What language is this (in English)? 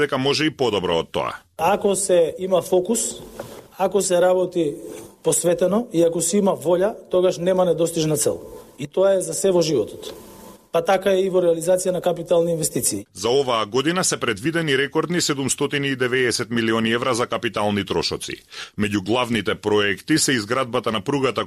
Macedonian